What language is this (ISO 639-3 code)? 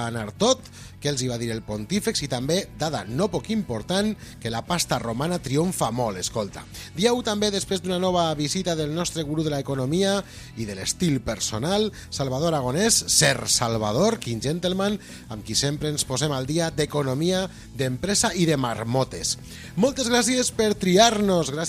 cat